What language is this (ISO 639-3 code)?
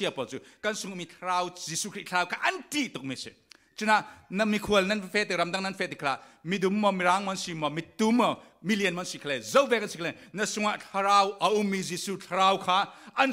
cfm